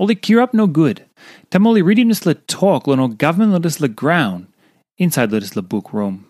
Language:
Tok Pisin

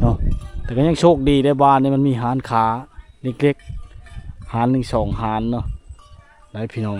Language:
Lao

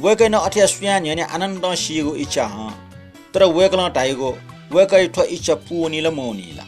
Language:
Newari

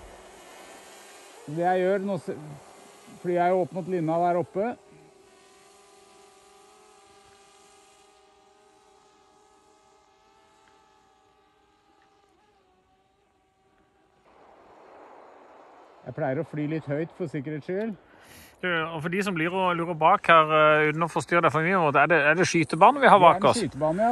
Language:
Norwegian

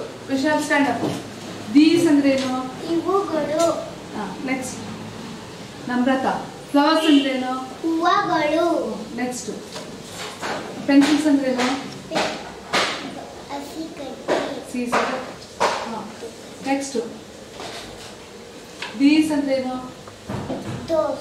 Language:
Kannada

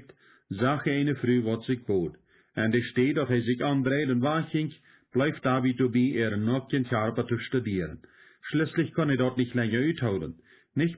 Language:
Plautdietsch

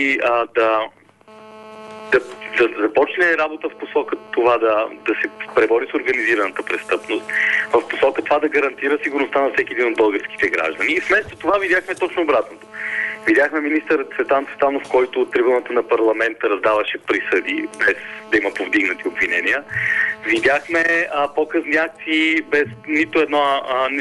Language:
Bulgarian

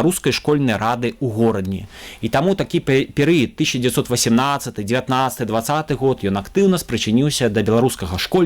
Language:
Belarusian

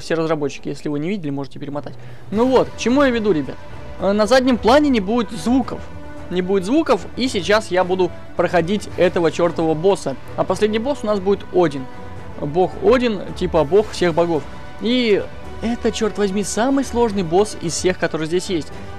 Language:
Russian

